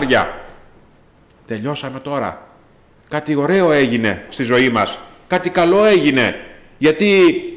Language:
Greek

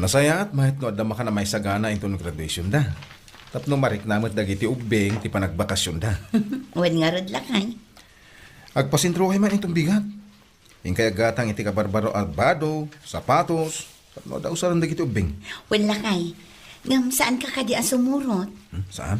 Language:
Iloko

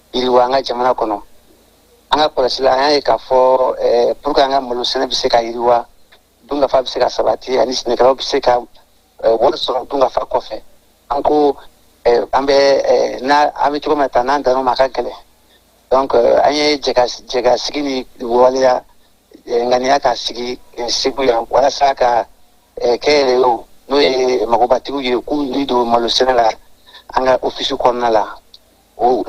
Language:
Bambara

